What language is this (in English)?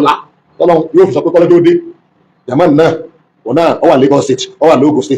Yoruba